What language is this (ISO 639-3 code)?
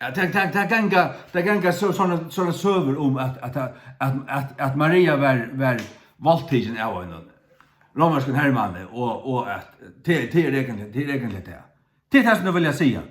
fao